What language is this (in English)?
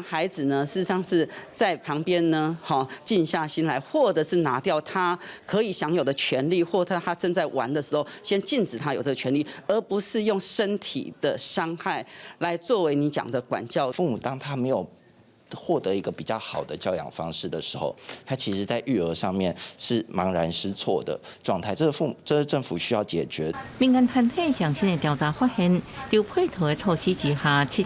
Min Nan Chinese